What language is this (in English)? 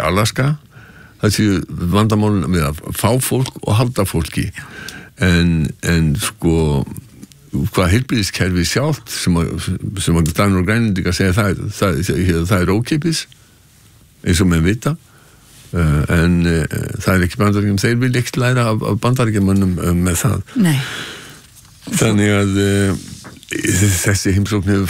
Icelandic